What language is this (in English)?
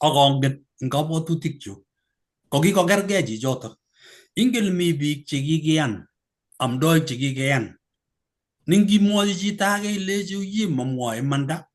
Kalenjin